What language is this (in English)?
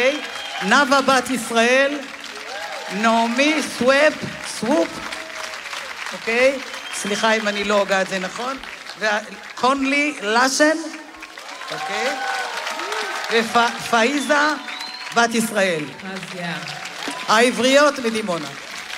Hebrew